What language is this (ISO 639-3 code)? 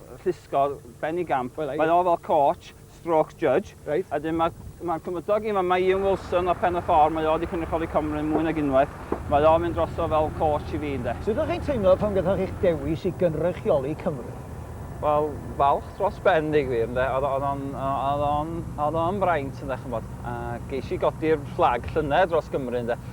cym